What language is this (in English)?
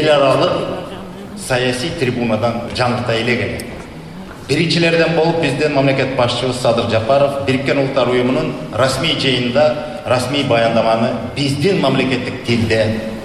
Kyrgyz